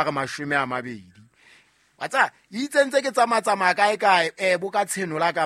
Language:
Southern Sotho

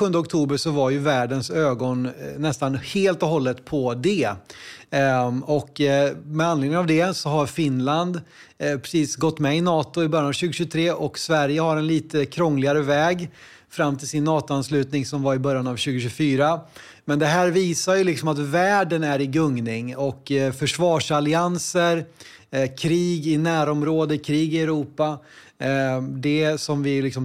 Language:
Swedish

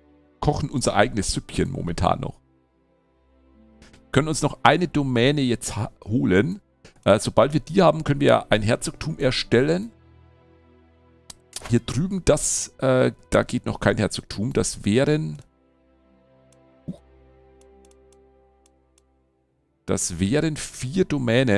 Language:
German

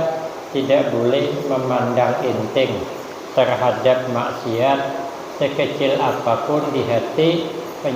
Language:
Banjar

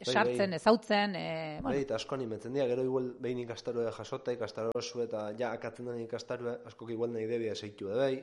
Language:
Basque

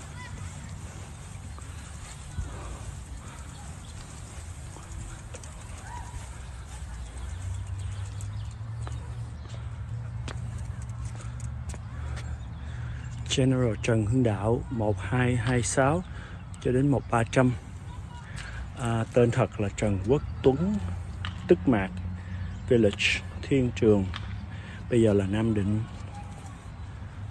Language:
Vietnamese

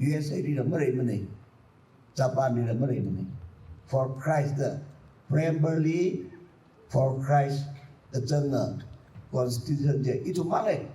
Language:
Tangkhul Naga (India)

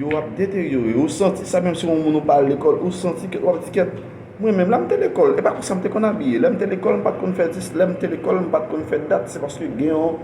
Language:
Haitian Creole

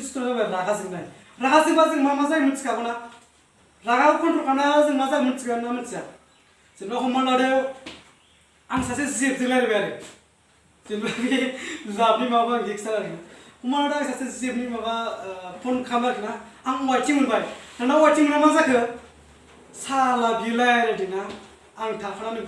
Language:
Bodo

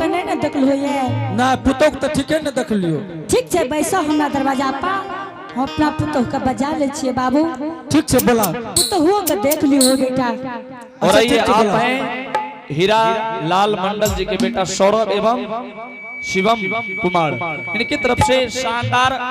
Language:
Angika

